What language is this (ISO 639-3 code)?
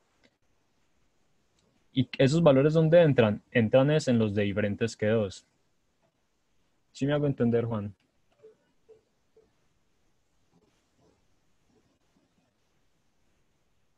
spa